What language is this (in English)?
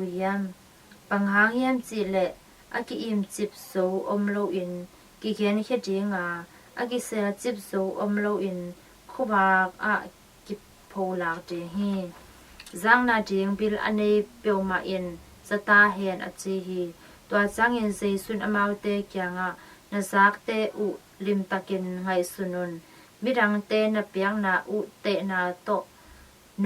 Tedim Chin